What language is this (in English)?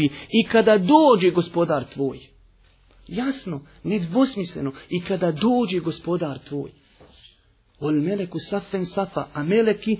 Bosnian